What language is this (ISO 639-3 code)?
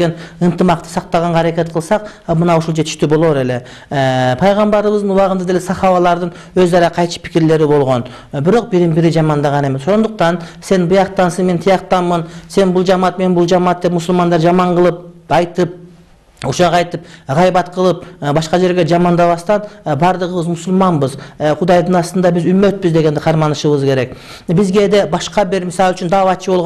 kir